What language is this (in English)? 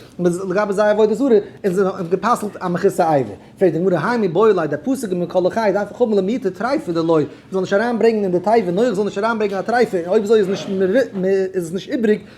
Yiddish